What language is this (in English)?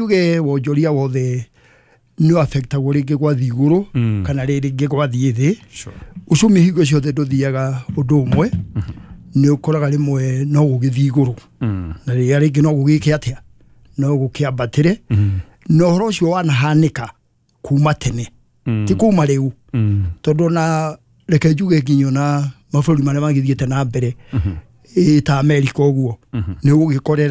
Kikuyu